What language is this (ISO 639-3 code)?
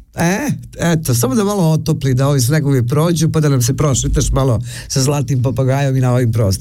srp